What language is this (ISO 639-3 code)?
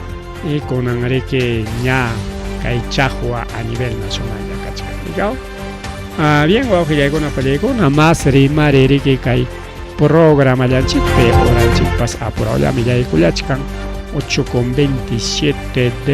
quy